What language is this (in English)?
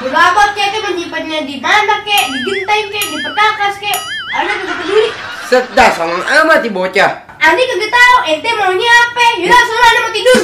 Betawi